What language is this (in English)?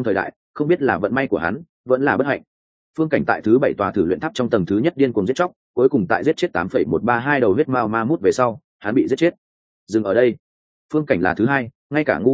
Vietnamese